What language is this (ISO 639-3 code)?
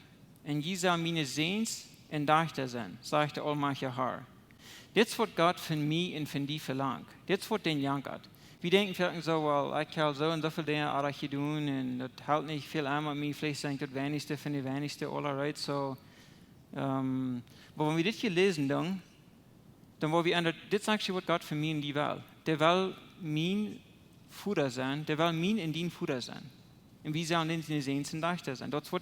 pdt